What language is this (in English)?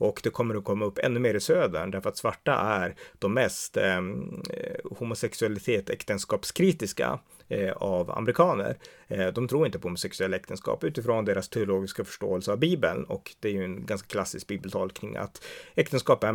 Swedish